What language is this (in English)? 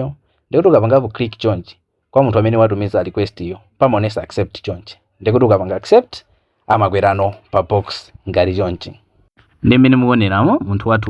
Nyanja